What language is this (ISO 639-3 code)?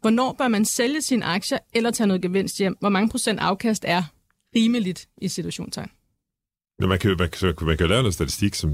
dan